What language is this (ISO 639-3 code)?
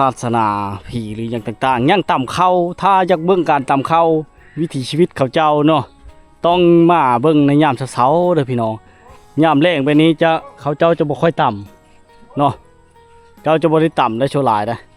lao